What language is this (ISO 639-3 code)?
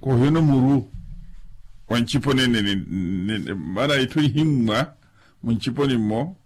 vmw